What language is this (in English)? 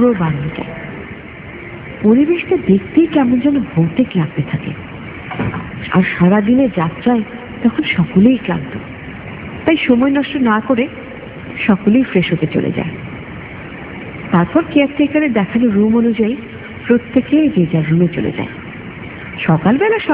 Bangla